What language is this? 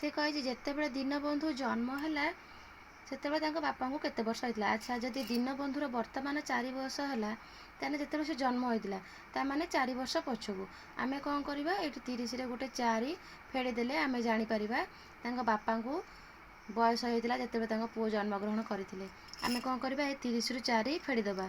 Odia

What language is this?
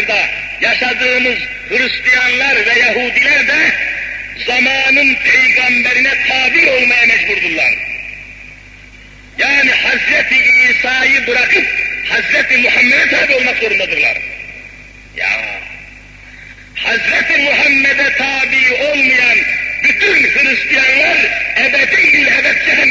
Turkish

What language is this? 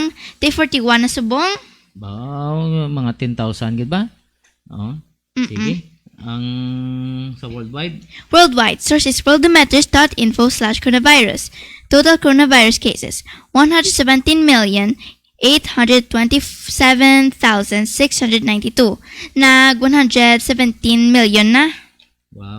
Hiligaynon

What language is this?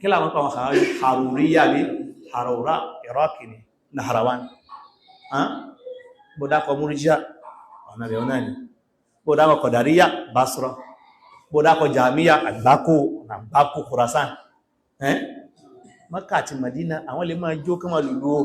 Yoruba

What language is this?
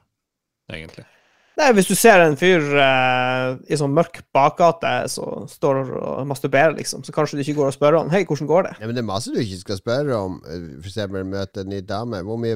Norwegian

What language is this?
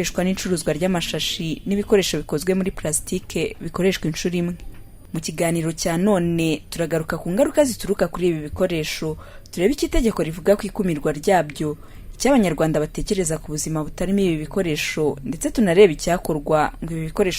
Kinyarwanda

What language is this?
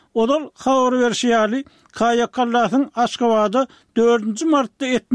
Turkmen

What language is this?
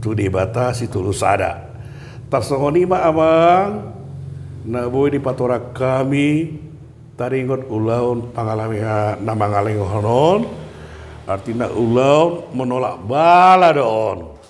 Batak Toba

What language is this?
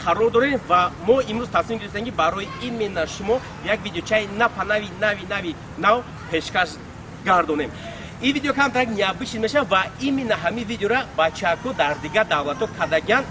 Tajik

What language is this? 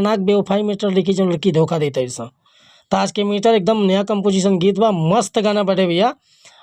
Bhojpuri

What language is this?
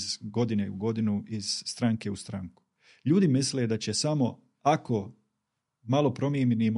Bosnian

